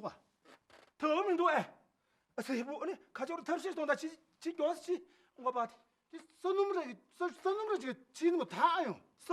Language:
Tibetan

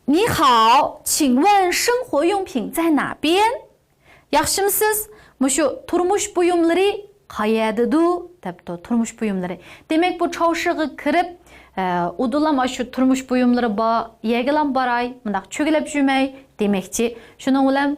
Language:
Uyghur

